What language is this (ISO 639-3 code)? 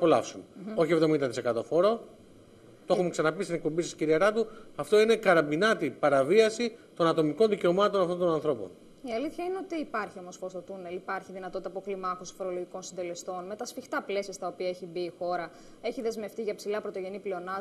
ell